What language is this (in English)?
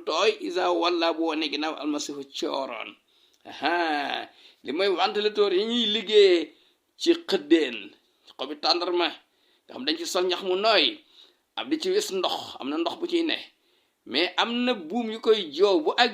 Wolof